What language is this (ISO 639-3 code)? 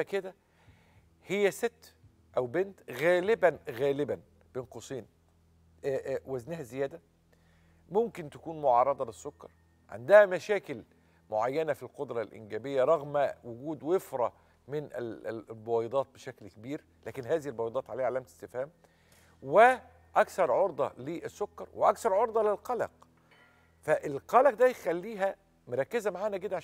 arz